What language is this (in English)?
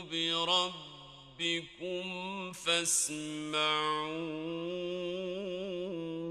Arabic